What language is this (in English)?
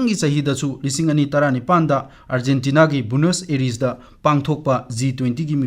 Manipuri